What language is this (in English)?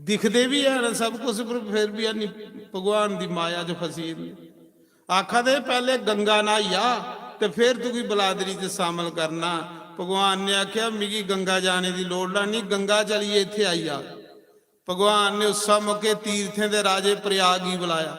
Dogri